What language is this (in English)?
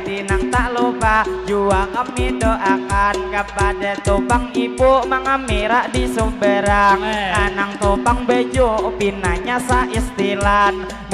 Banjar